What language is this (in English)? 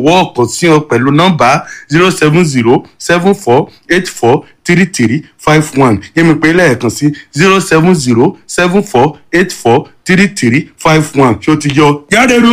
Yoruba